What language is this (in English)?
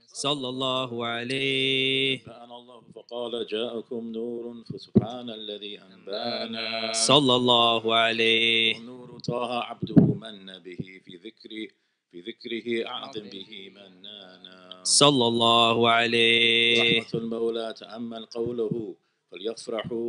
Arabic